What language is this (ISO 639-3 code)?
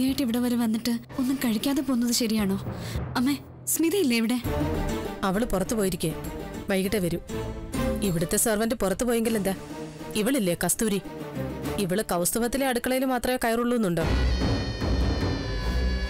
mal